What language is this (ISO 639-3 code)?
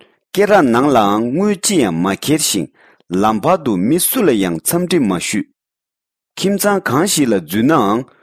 bod